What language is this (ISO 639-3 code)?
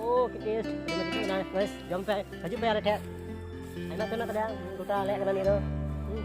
sat